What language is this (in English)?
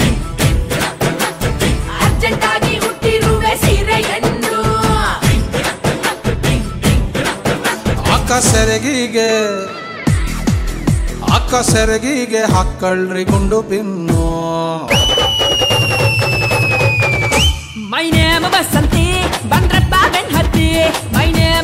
Kannada